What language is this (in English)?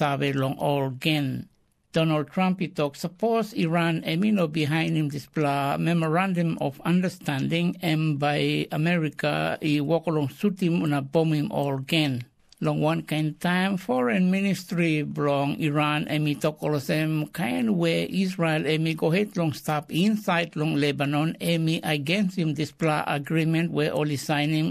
Tok Pisin